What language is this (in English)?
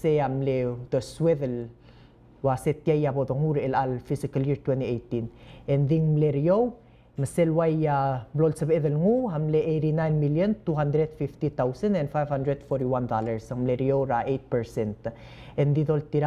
Palauan